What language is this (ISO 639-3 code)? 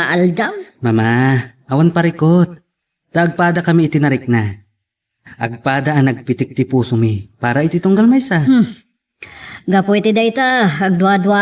ilo